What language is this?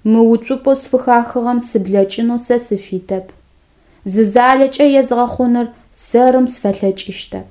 Adyghe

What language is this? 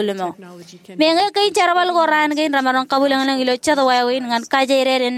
Marshallese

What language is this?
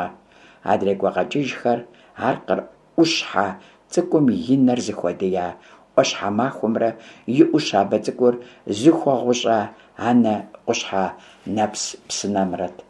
Kabardian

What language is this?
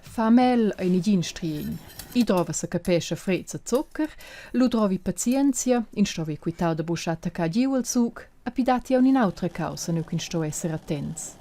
Romansh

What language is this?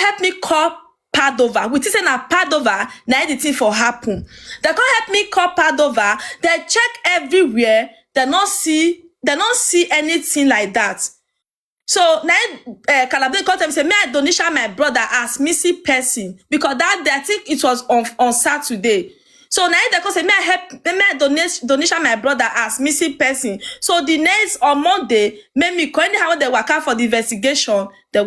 Nigerian Pidgin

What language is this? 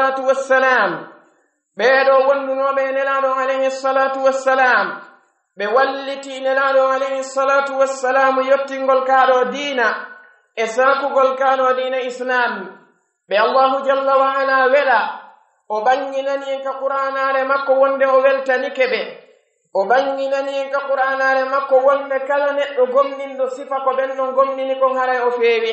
Pular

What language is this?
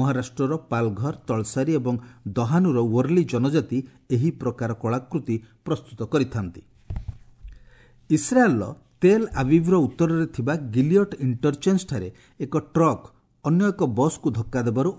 Odia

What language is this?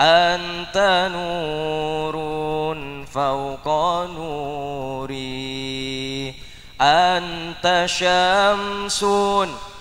Madurese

